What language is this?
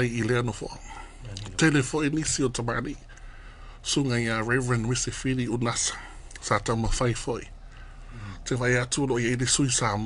Samoan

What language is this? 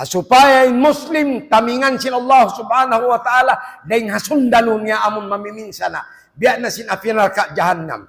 Tausug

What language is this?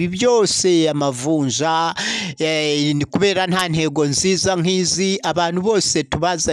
Kinyarwanda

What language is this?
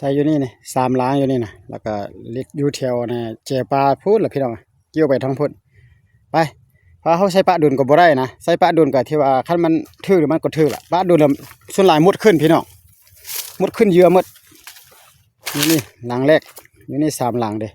Lao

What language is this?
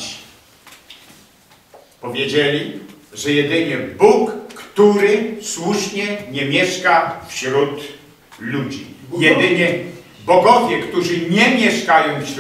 Polish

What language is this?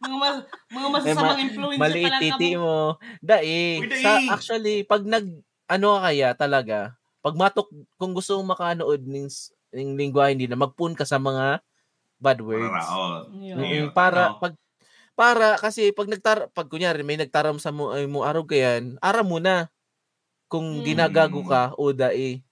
Bikol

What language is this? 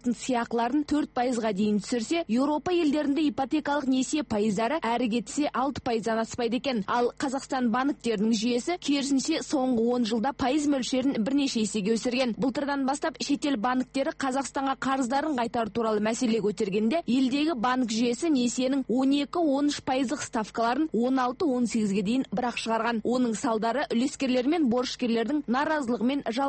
Kazakh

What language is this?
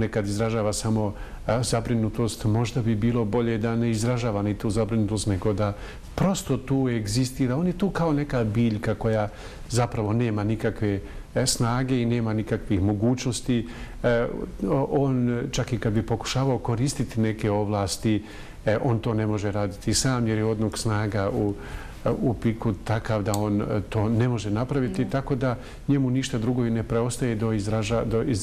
Bosnian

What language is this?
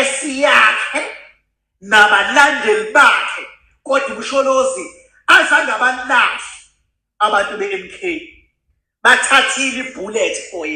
Zulu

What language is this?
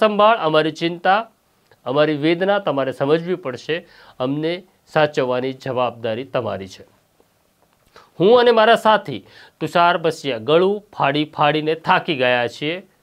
Gujarati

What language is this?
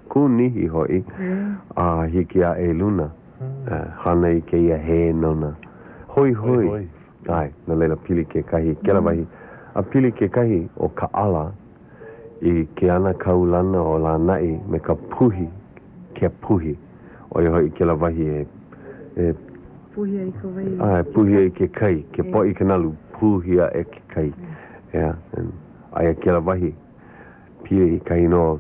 Hawaiian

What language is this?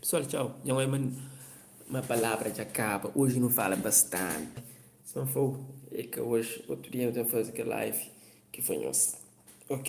Kabuverdianu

